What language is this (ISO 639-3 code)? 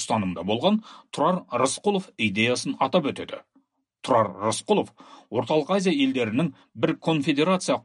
kaz